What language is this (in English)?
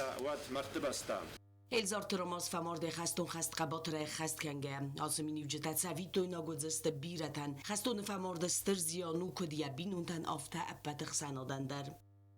Ossetic